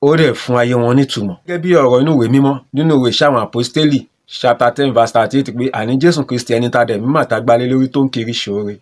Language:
Yoruba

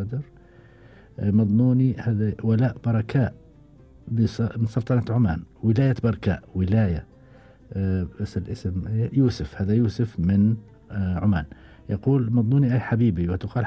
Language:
Gulf Arabic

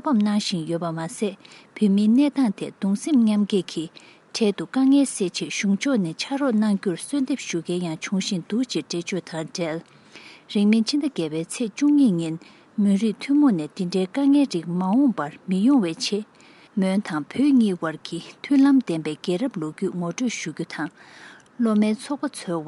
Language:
Tibetan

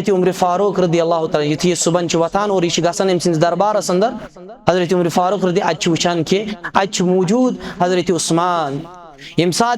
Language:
Kashmiri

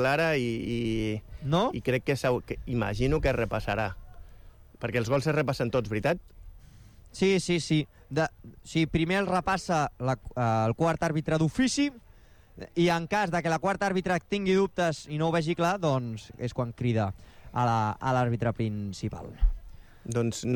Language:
Catalan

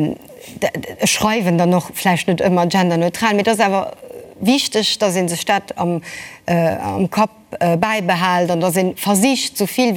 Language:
Luxembourgish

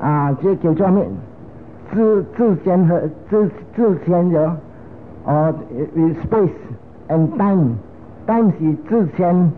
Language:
Min Nan Chinese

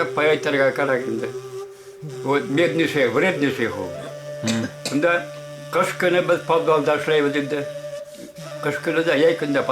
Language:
Bashkir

